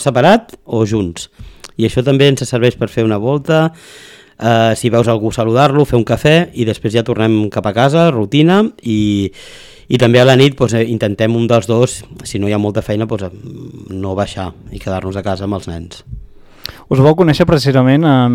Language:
Catalan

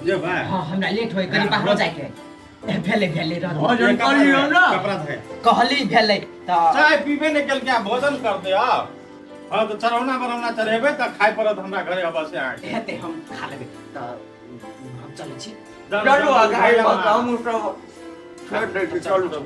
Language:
Maithili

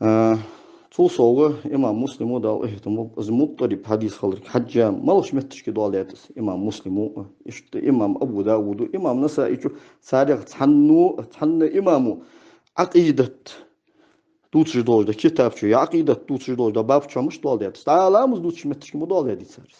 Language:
Ingush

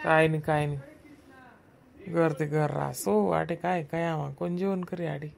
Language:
Khandesi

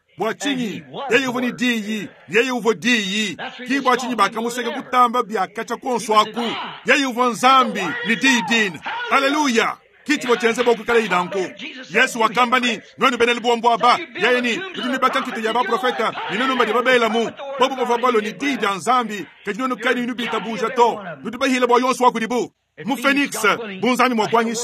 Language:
Luba-Lulua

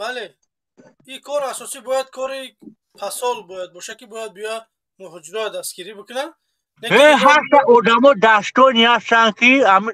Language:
Tajik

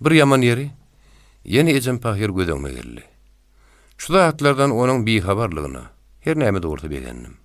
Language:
Turkmen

